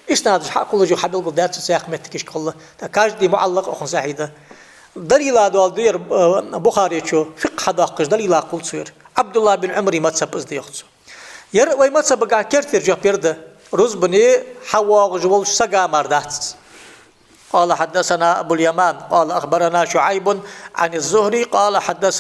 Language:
Ingush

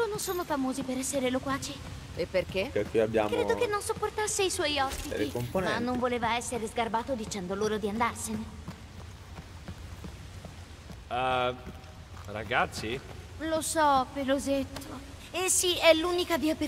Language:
Italian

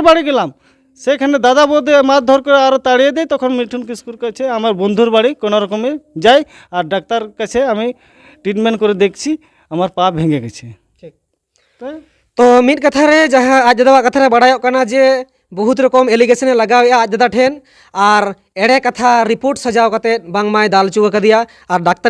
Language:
Santali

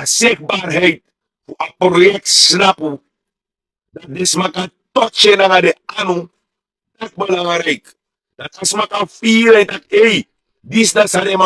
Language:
Sranan Tongo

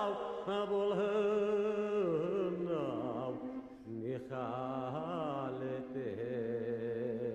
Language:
Bashkir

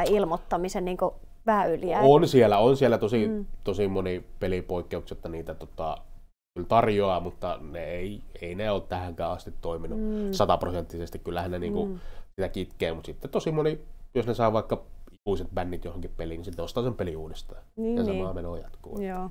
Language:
Finnish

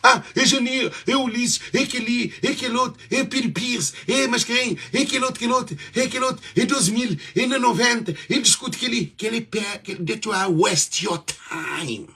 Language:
Kabuverdianu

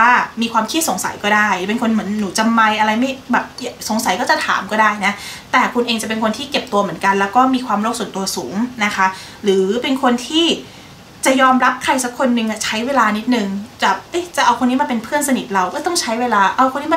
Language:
Thai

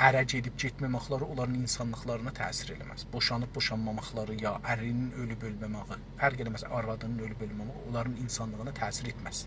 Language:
South Azerbaijani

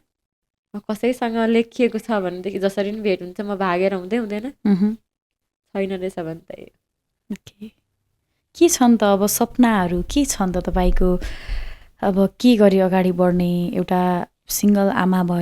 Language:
Nepali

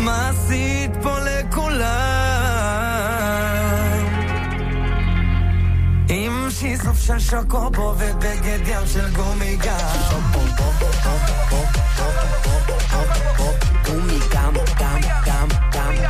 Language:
Hebrew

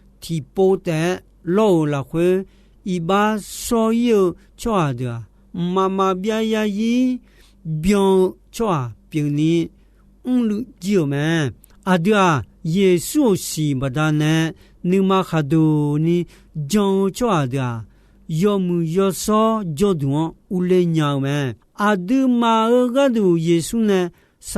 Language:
Akha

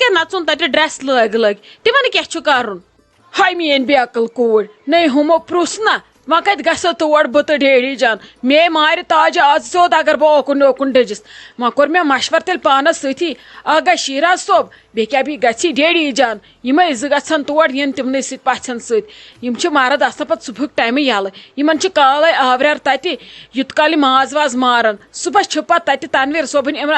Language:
Kashmiri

